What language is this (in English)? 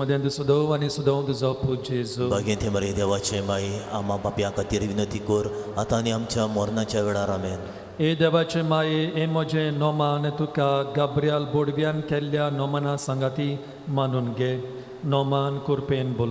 Konkani